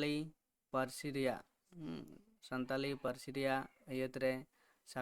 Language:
Santali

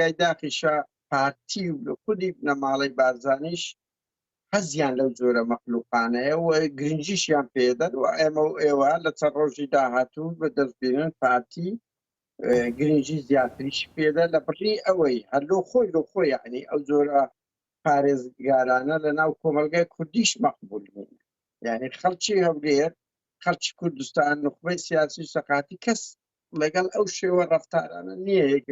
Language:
Central Kurdish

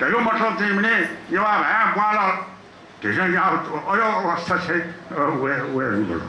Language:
Newari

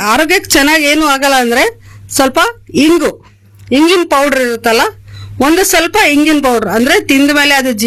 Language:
Kannada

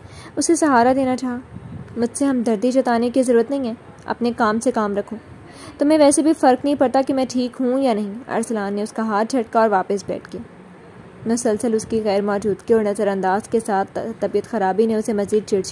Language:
Urdu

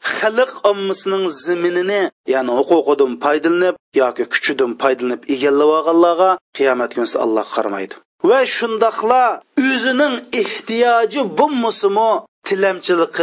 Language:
Uyghur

